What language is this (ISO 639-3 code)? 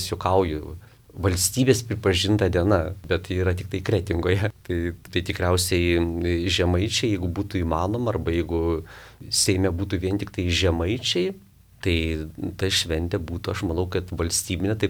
lit